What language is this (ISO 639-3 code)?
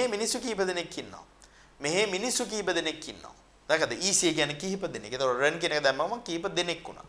sin